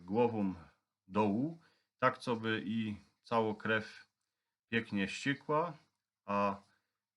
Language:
Silesian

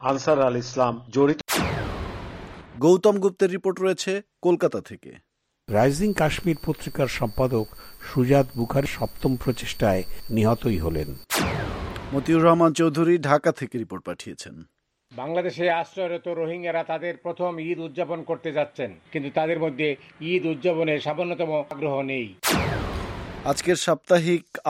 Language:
Bangla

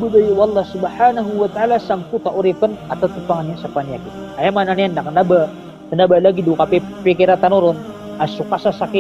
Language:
Maranao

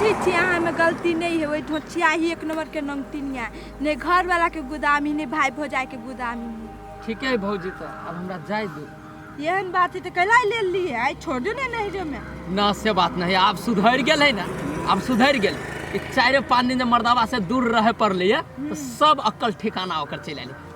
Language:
Maithili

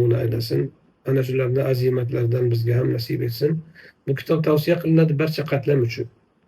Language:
Uzbek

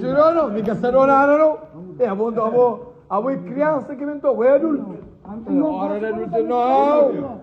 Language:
Kabuverdianu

